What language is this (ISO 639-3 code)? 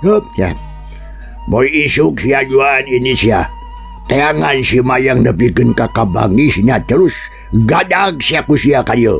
sun